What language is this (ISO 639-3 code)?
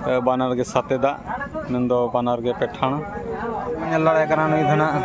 sat